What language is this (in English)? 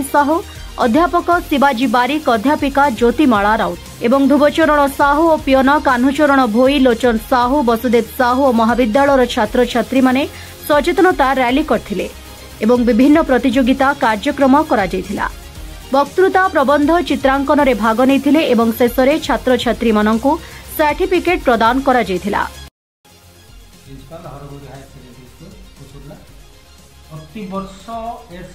Odia